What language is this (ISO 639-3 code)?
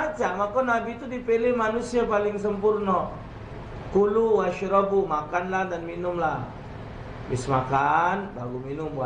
mui